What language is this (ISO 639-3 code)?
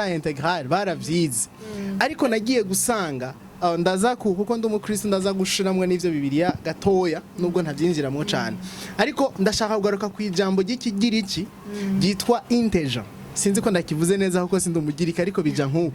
run